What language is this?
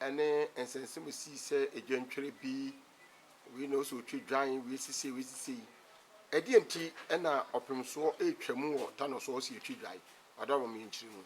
Akan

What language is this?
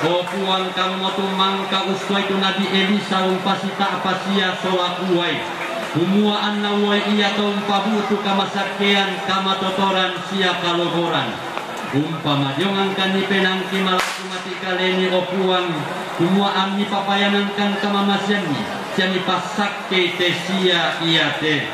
Toraja-Sa'dan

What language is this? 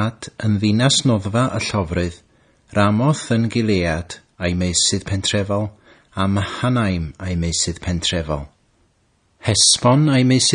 Welsh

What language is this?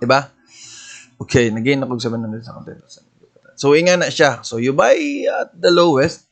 Cebuano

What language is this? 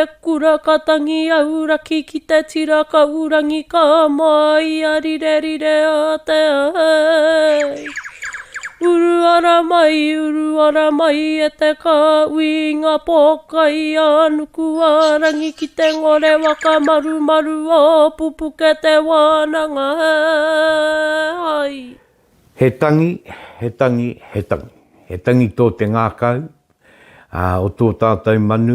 Māori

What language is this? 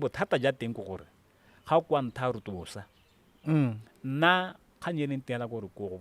Tswana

